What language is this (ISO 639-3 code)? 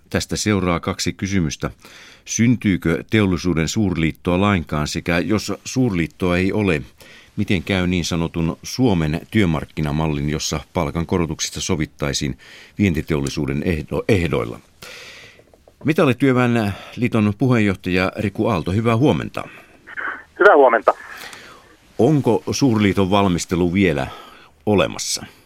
fin